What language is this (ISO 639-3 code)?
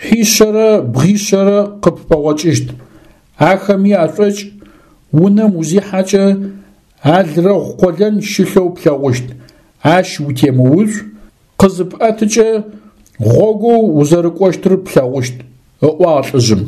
ady